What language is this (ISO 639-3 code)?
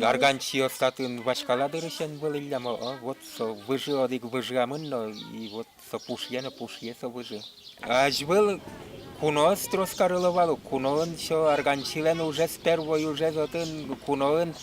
udm